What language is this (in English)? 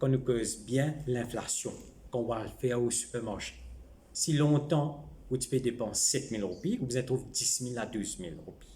Morisyen